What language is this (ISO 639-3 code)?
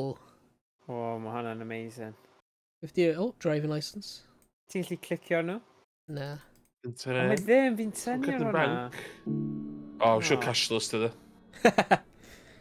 cym